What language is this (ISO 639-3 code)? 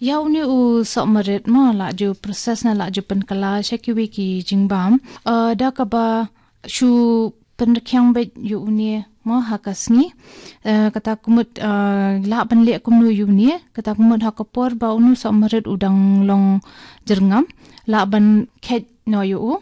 kha